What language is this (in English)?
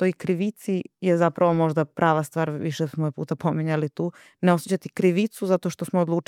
Serbian